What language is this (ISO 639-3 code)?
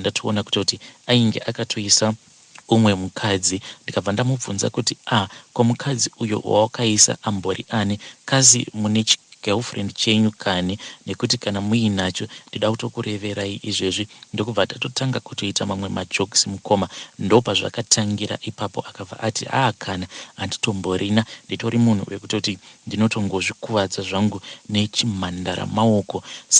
sna